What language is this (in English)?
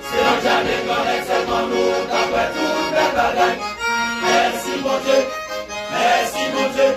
Haitian Creole